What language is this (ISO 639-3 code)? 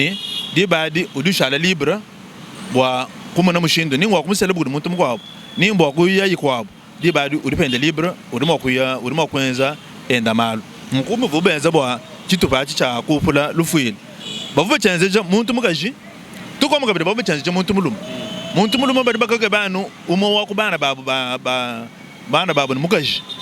lua